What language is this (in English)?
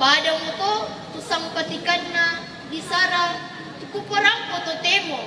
Toraja-Sa'dan